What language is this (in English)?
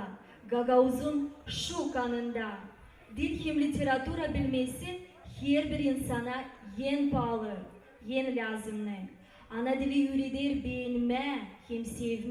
Gagauz